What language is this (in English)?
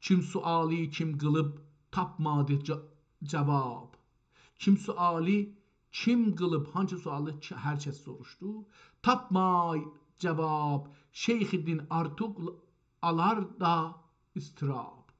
South Azerbaijani